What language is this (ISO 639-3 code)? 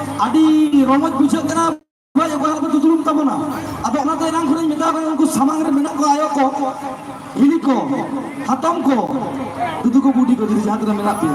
sat